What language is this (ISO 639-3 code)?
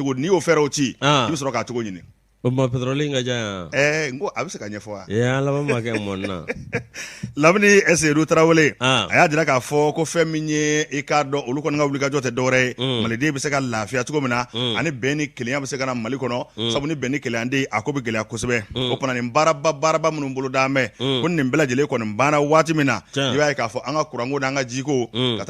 bam